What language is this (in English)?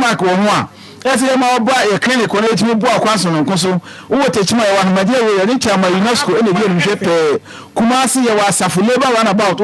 Akan